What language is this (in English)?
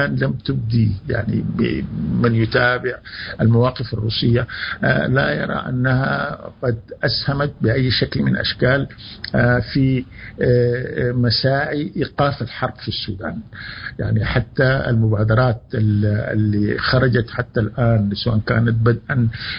Sudanese Arabic